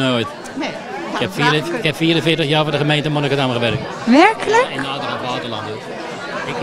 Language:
Dutch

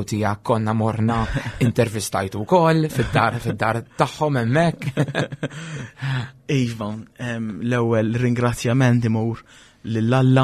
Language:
Maltese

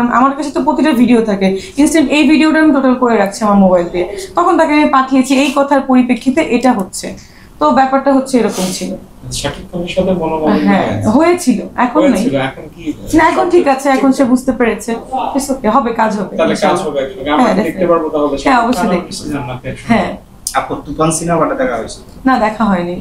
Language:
Bangla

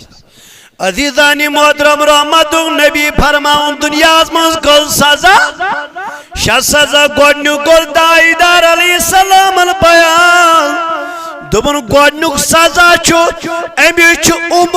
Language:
Kashmiri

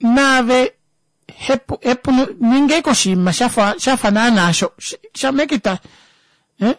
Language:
Kuanyama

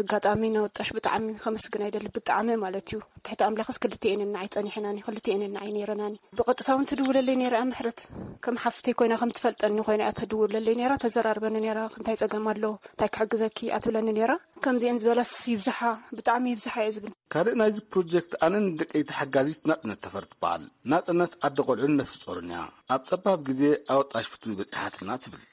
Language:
Tigrinya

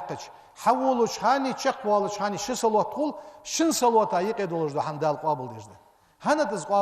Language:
Ingush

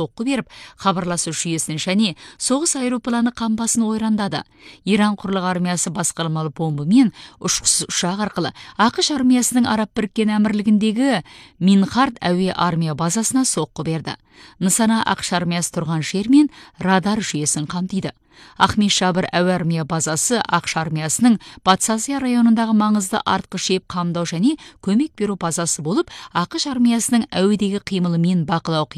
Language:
Kazakh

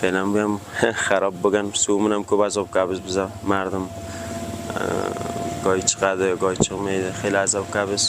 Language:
Uzbek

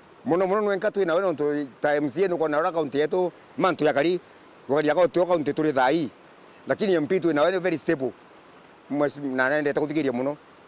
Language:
Meru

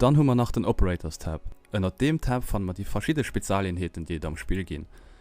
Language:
Luxembourgish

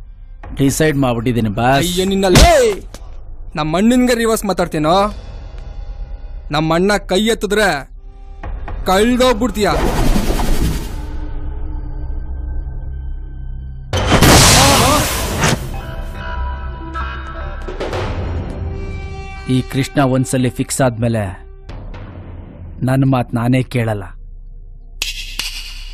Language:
Kannada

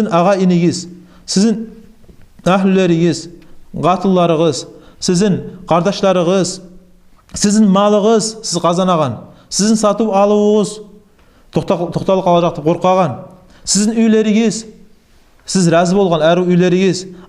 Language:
Kumyk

